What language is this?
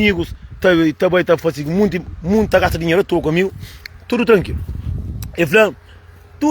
Kabuverdianu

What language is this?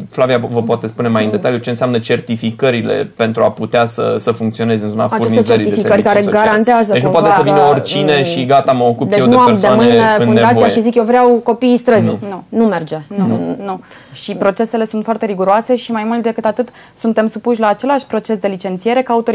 Romanian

